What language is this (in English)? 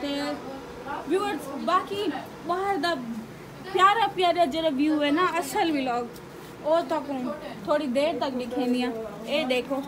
Saraiki